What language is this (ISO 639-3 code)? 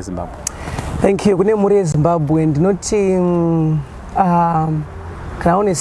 sna